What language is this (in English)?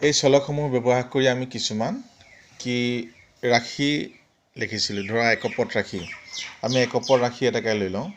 Assamese